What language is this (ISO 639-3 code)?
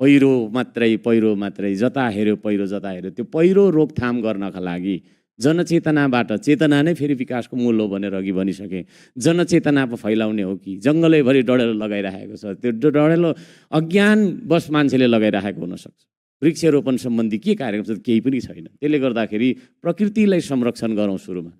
nep